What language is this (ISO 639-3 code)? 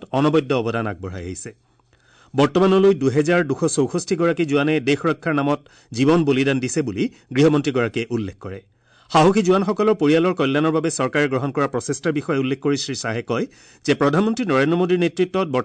asm